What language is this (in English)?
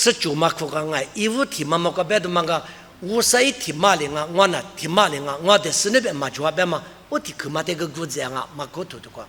Lisu